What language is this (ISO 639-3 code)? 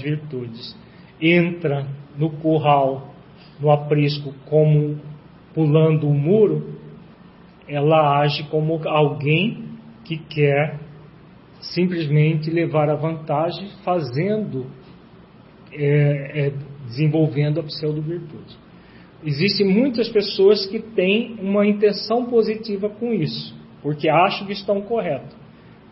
por